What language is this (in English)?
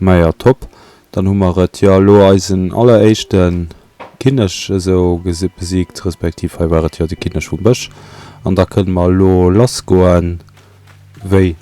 Luxembourgish